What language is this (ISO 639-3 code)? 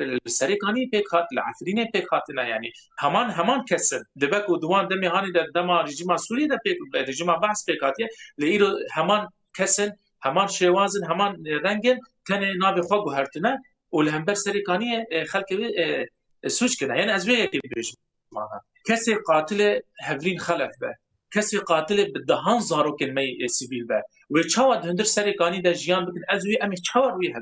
kur